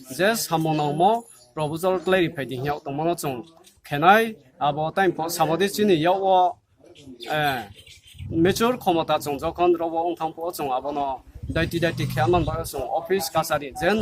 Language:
Riang (India)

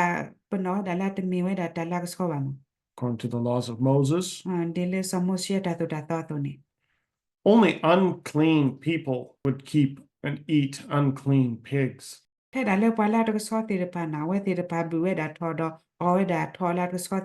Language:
S'gaw Karen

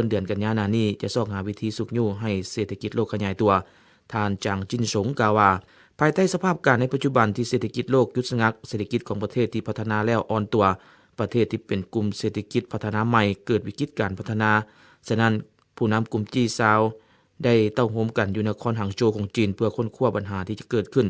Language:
Lao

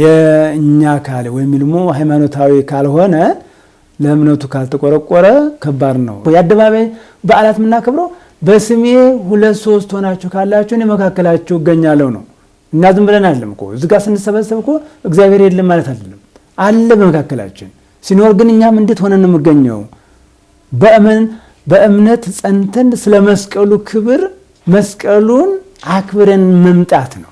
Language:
Amharic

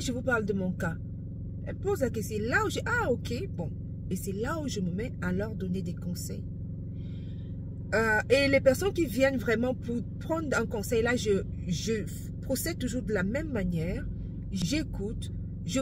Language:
French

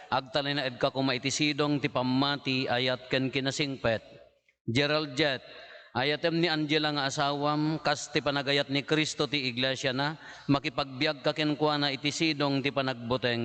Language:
Iloko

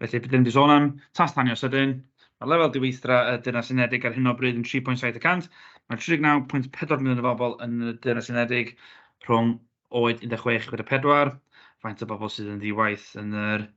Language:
Welsh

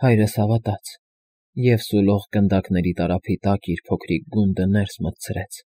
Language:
Armenian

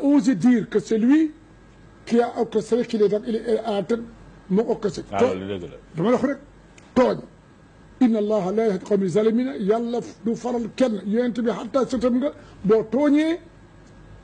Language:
Wolof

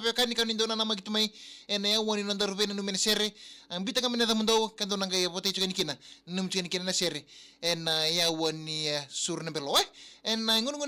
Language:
Fijian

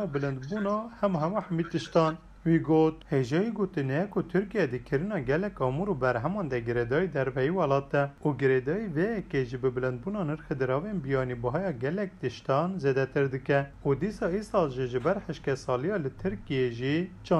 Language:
Kurdish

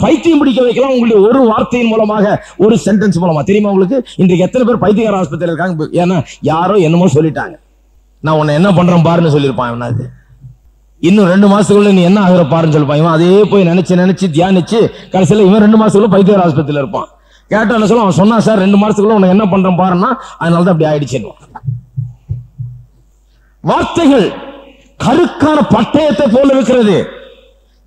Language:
Tamil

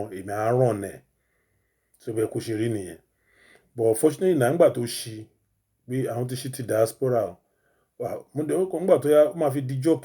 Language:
Yoruba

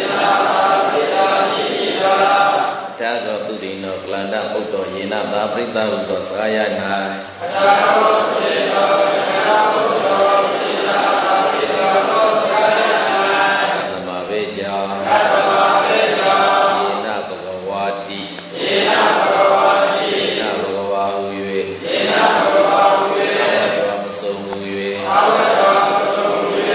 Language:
Burmese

